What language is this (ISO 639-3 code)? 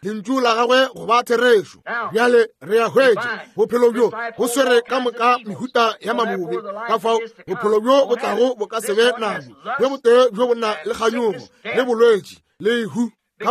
nso